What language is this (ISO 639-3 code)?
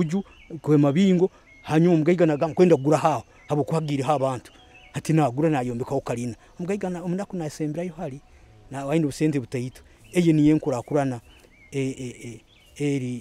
nyo